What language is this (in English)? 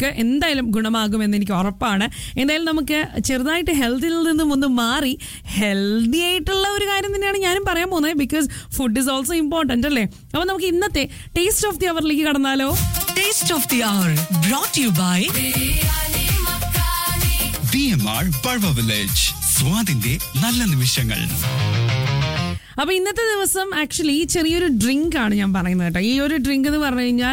Malayalam